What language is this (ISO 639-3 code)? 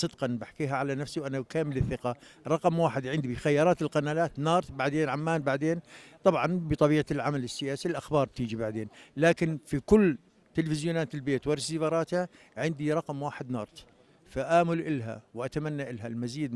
apc